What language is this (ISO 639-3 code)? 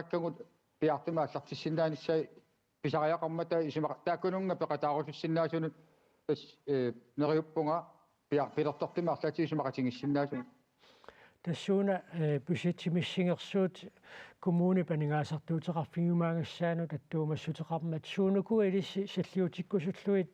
kal